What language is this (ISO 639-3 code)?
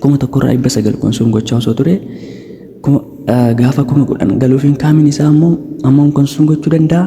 orm